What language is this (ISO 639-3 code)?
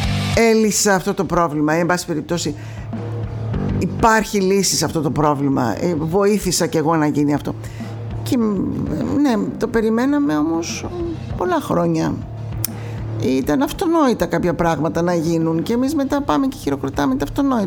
ell